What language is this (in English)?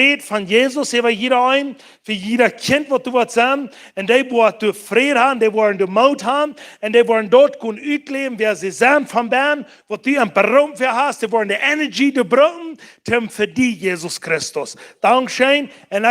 Plautdietsch